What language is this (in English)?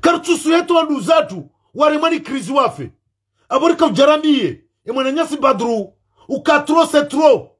Ngazidja Comorian